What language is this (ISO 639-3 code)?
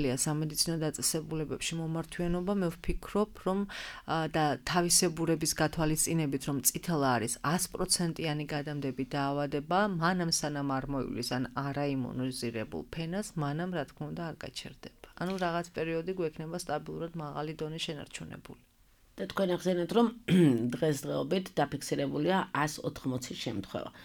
kat